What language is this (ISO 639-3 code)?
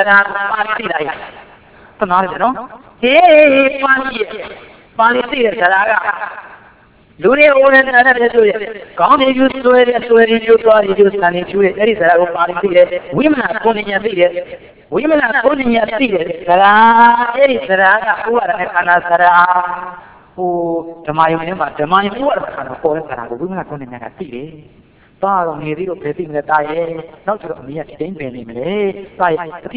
mya